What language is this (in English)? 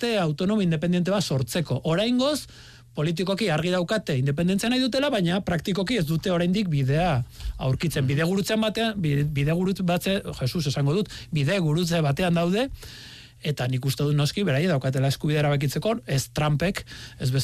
Basque